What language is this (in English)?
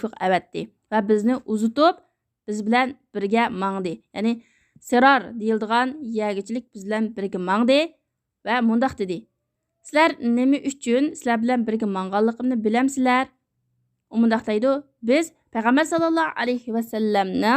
Uyghur